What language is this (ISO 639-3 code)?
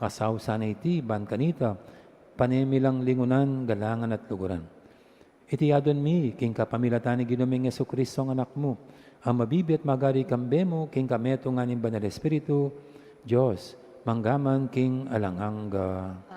pam